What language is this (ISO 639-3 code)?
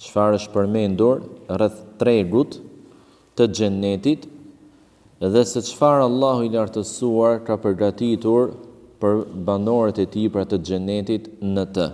sqi